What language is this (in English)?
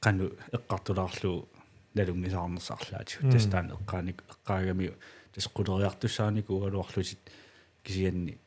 Kalaallisut